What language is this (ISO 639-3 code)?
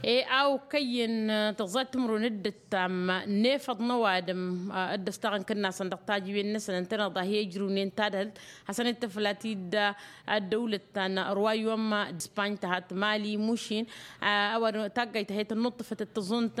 taq